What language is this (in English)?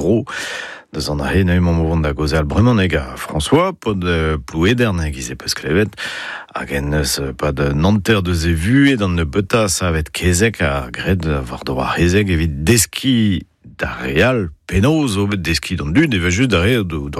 Breton